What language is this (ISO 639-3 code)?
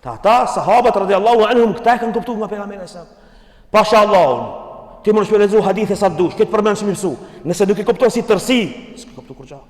sqi